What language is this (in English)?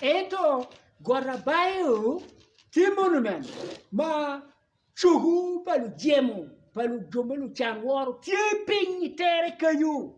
Acoli